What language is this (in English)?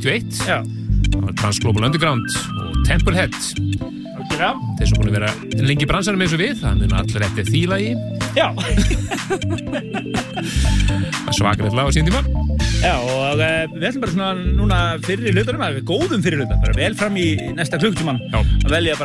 Icelandic